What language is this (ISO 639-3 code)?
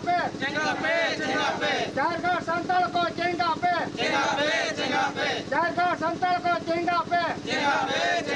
sat